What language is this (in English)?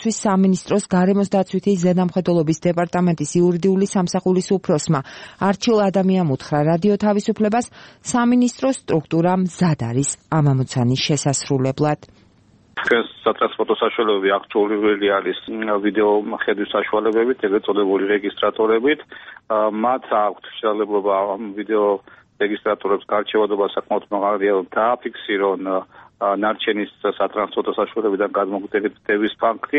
Georgian